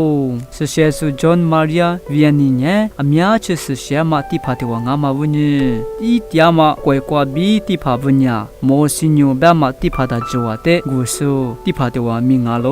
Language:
Lisu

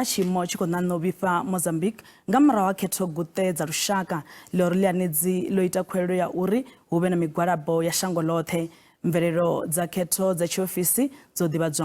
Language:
Venda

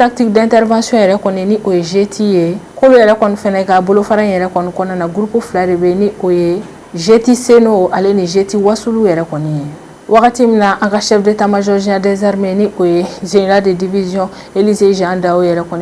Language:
Bambara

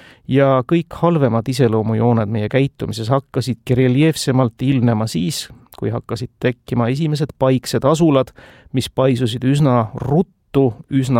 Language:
Estonian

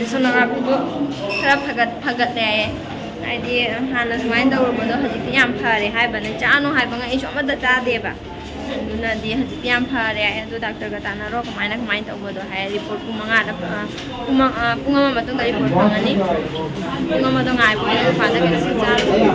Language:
Manipuri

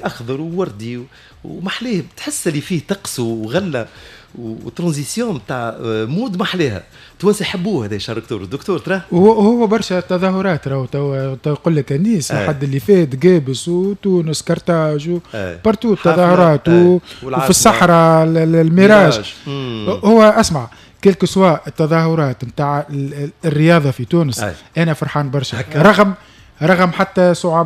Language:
Tunisian Arabic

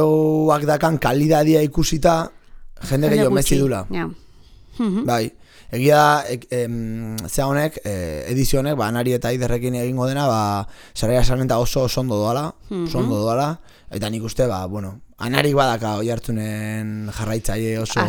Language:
Basque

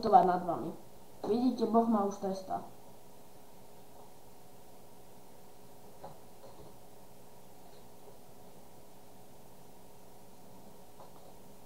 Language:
Slovak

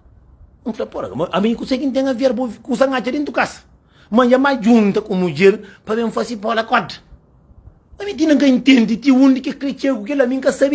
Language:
Kabuverdianu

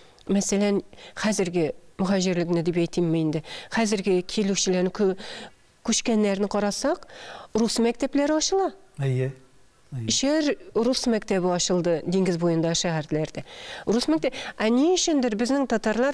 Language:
Tatar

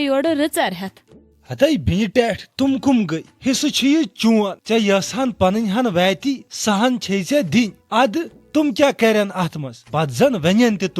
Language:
Kashmiri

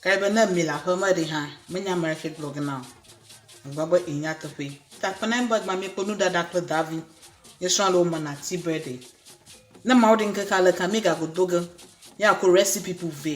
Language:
Ewe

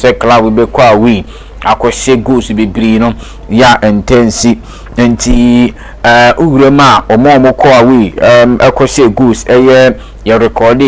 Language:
Akan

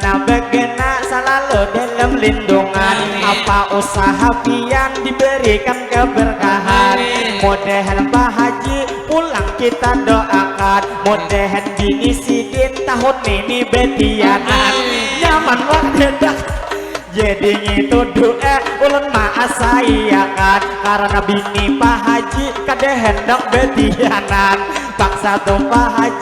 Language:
Banjar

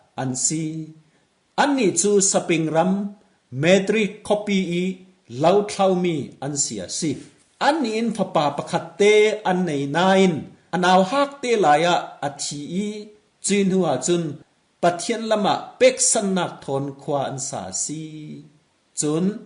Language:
Falam Chin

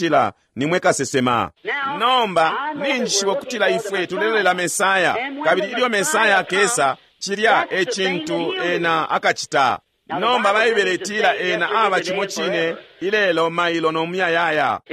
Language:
Bemba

